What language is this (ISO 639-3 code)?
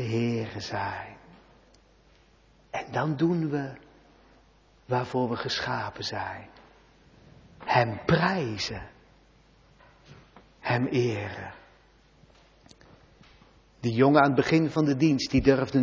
nld